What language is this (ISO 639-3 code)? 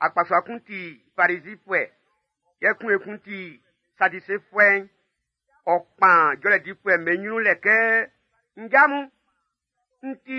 bci